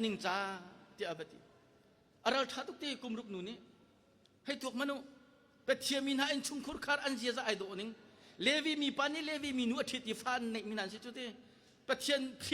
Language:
Hakha Chin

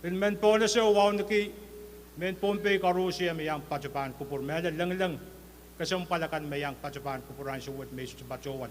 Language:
Pohnpeian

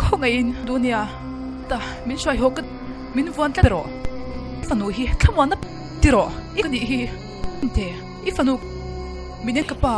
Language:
Mizo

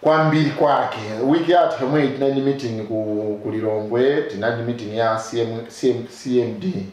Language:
Nyanja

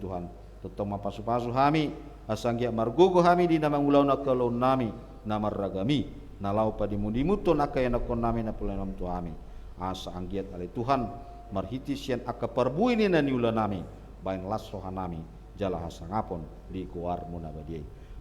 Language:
Batak Toba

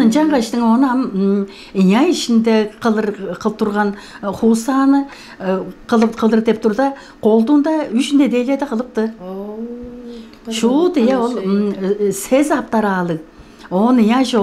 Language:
Tuvinian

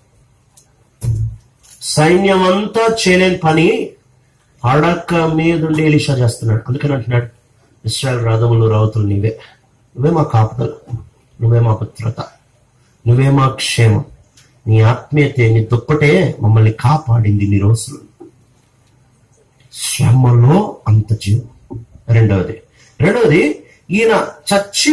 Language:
Telugu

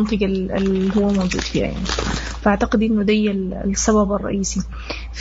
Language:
Sudanese Arabic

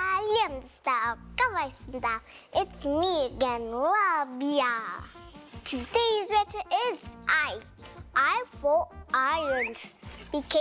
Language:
Kazakh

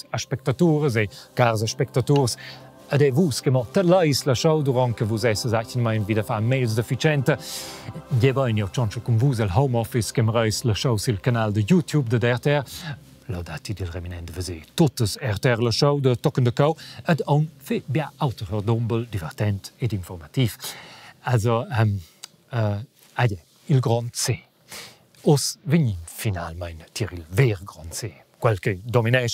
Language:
Romansh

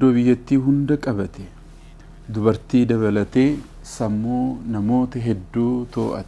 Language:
Oromo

